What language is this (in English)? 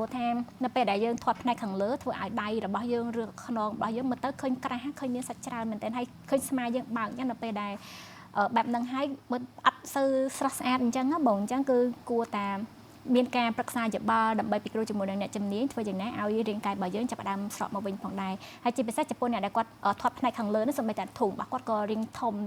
Khmer